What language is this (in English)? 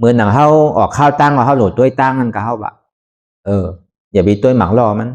Shan